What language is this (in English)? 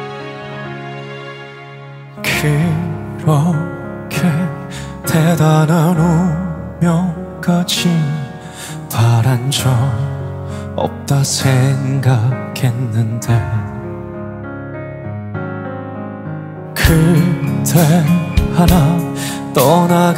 Korean